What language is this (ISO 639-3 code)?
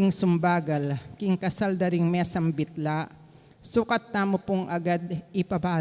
pam